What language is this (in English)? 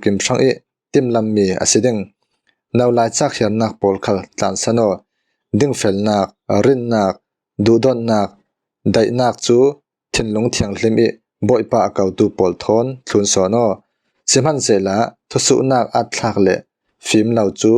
Falam Chin